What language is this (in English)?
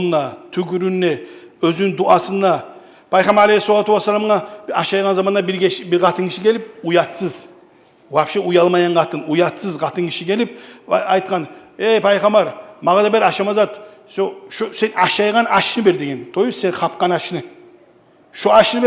Kumyk